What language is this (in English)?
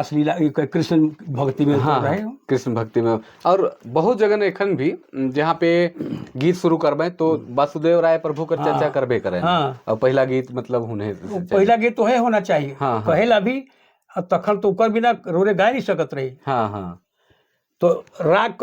Sadri